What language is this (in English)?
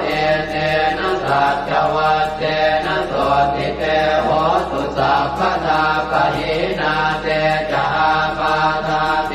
Pali